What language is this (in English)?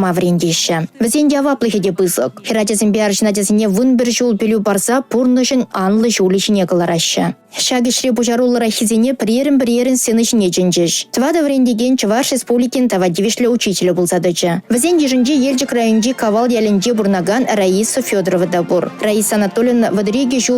Chuvash